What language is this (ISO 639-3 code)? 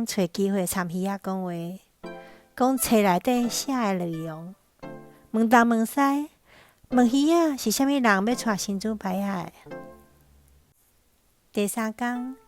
nan